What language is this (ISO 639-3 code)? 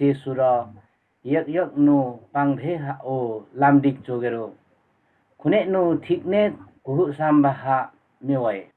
lif